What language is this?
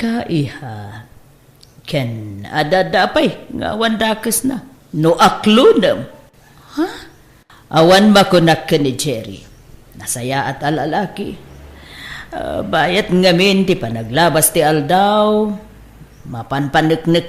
Iloko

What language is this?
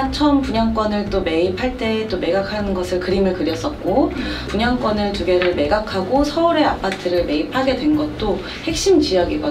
Korean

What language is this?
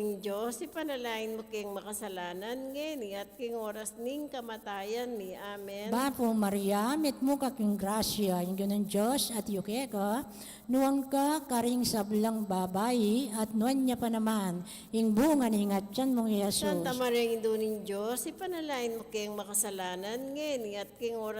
Pampanga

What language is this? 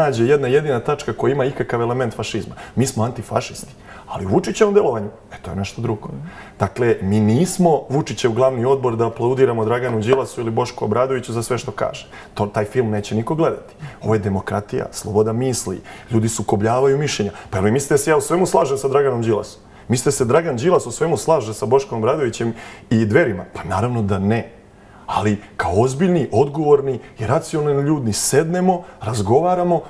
Serbian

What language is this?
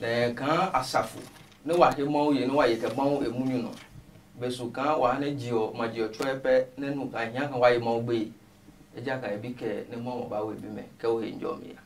Adangme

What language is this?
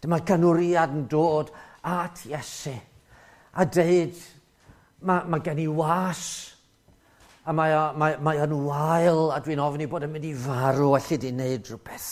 Welsh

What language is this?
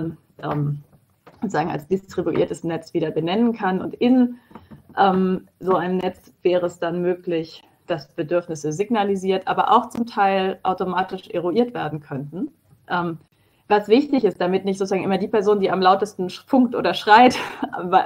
German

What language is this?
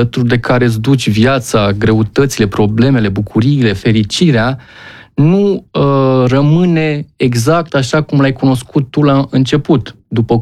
Romanian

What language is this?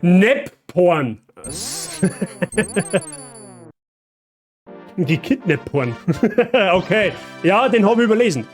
Bavarian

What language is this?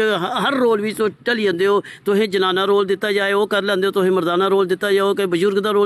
Dogri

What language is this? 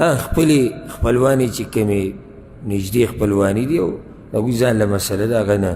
Pashto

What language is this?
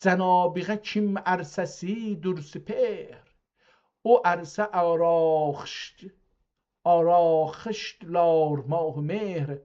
South Azerbaijani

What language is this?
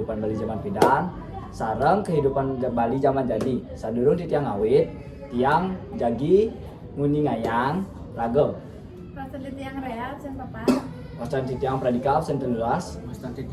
Balinese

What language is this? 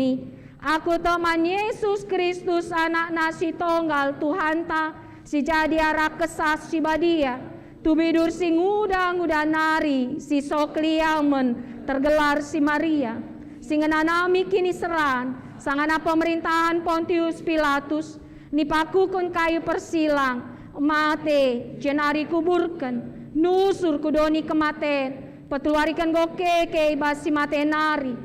Batak Karo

